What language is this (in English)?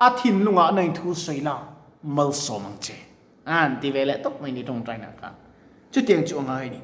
Mizo